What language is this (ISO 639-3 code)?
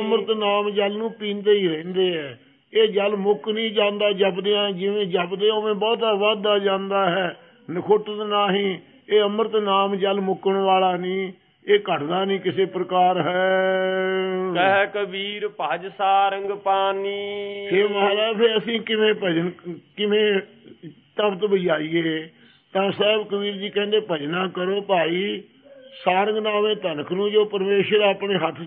pan